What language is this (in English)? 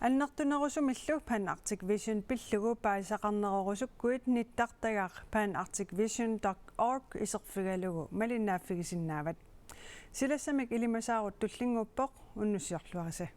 Kalaallisut